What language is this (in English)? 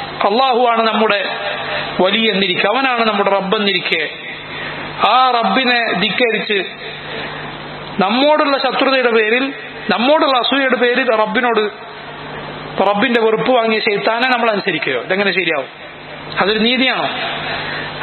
Malayalam